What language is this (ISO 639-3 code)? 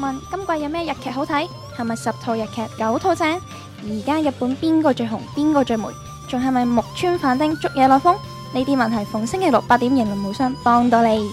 yue